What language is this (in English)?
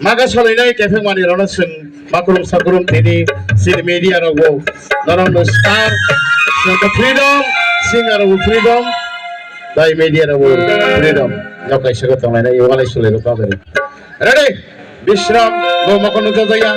Riang (India)